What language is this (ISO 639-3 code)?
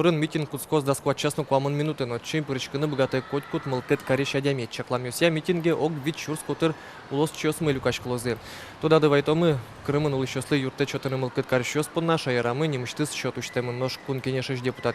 udm